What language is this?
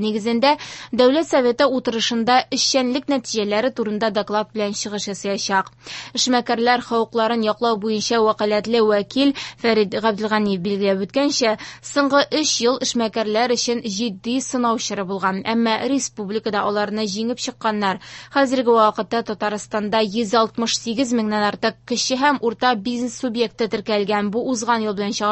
Tatar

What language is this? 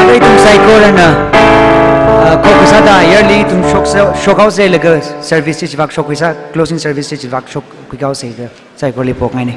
Tangkhul Naga (India)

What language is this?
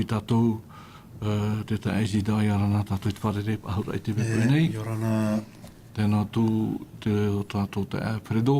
Tahitian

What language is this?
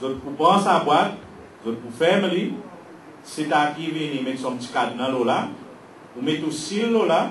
Seselwa Creole French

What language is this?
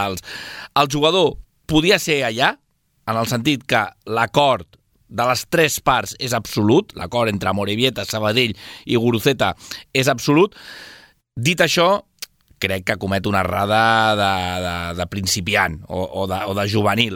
Catalan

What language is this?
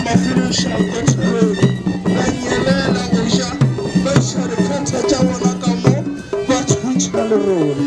Northern Sotho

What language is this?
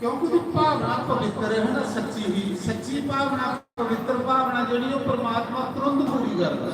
Dogri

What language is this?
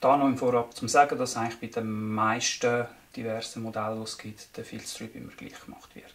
Swiss German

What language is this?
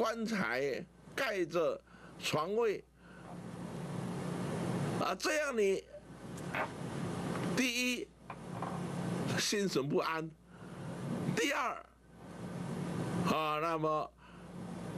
Chinese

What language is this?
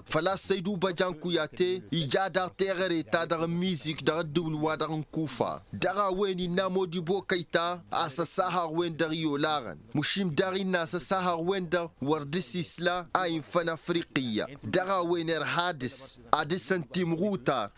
Tamasheq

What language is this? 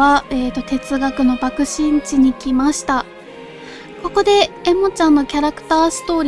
Japanese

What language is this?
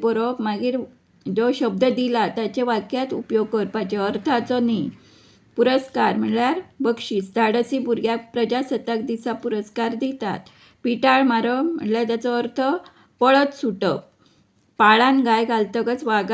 Konkani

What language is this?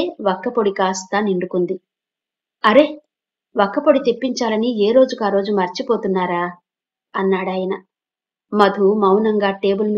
Telugu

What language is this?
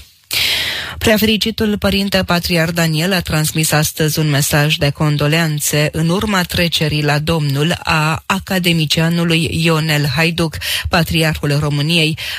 Romanian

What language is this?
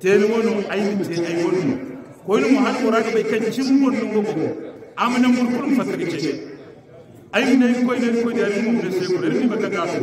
Hausa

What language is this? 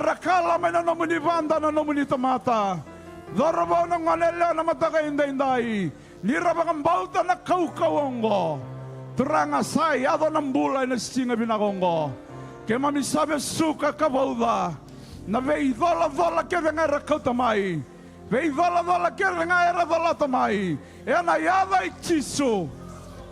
Fijian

